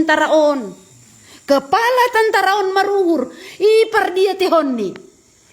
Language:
Batak Simalungun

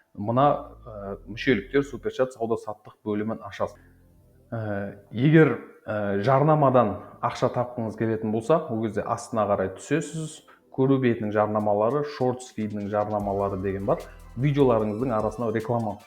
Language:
Kazakh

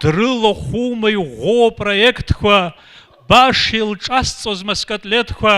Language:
Abkhazian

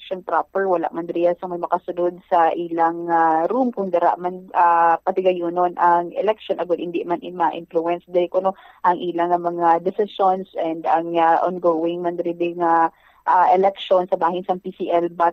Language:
Hiligaynon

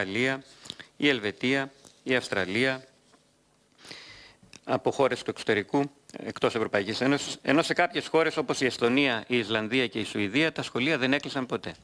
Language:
Greek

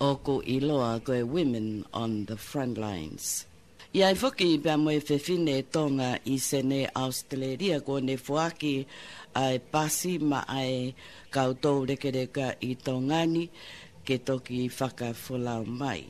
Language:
Tongan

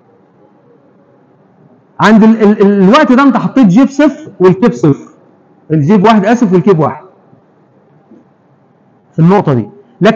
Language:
Egyptian Arabic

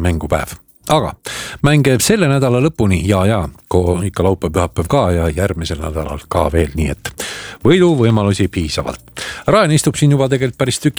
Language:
Estonian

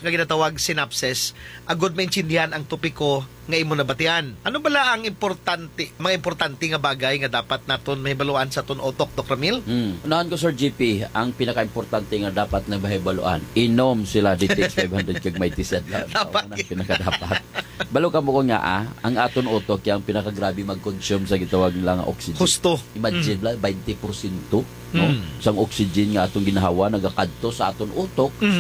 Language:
Hiligaynon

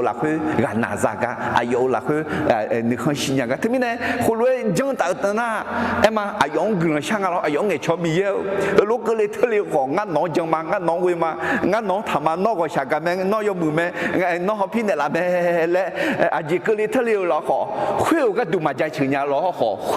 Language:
Akha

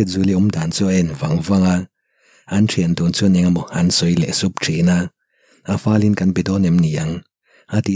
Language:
Mizo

